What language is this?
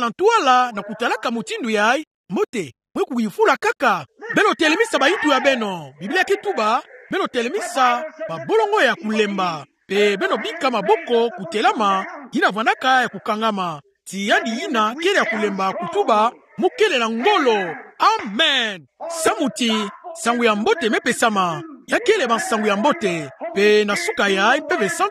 Kituba (Democratic Republic of Congo)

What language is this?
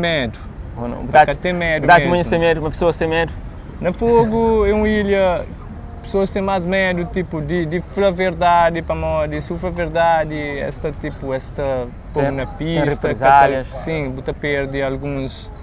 Kabuverdianu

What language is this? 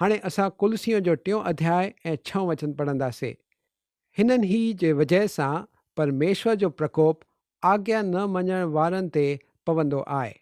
Sindhi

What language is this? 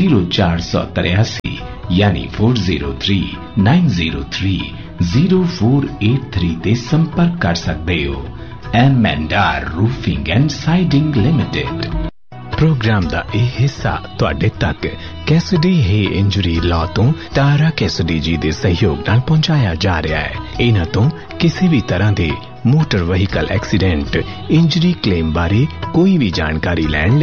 Punjabi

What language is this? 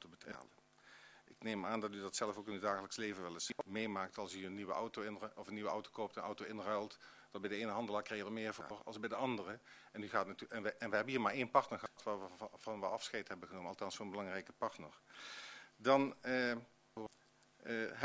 Dutch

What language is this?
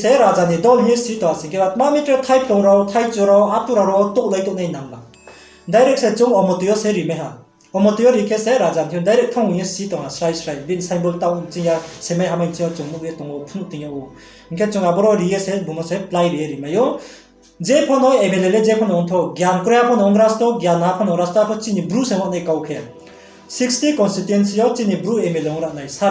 Riang (India)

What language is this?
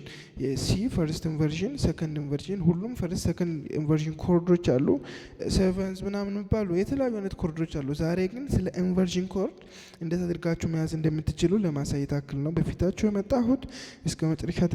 Amharic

